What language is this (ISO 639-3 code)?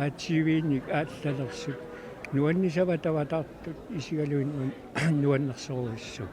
kal